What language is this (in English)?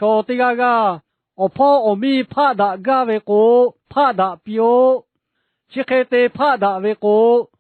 Lahu